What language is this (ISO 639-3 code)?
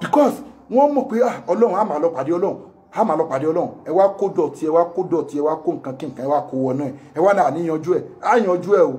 yor